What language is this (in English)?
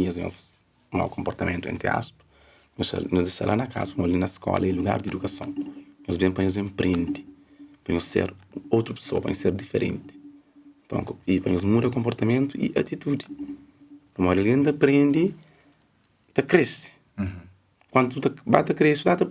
Kabuverdianu